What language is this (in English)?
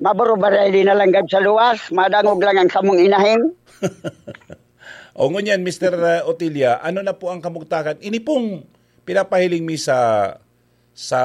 Bikol